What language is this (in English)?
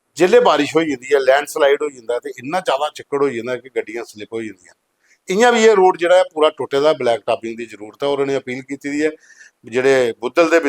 Dogri